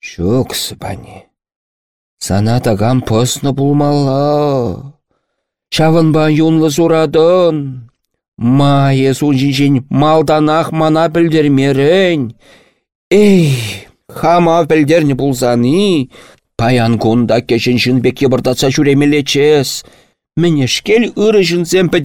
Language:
Chuvash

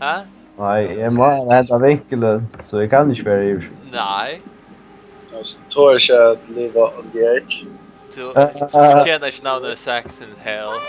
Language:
Faroese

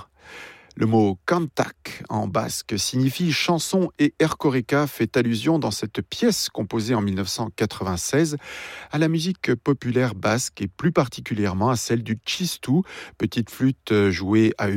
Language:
French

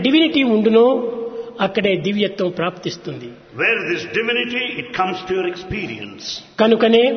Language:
Telugu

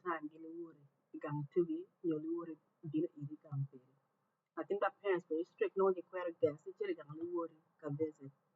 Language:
Acoli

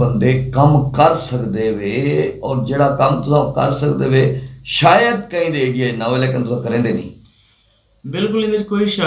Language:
Saraiki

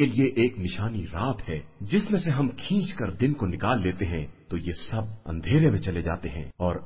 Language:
Urdu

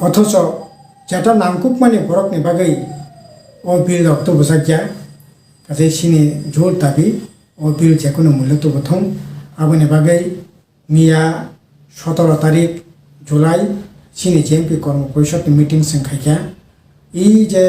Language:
Kok Borok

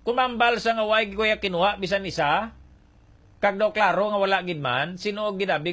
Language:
Hiligaynon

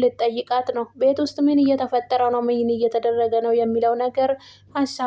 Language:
Amharic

